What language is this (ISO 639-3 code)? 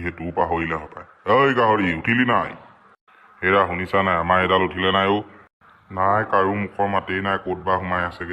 asm